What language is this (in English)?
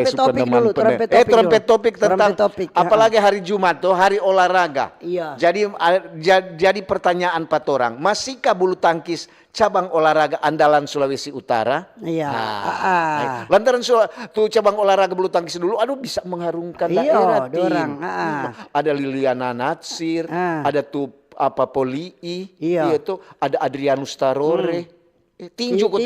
Manado Malay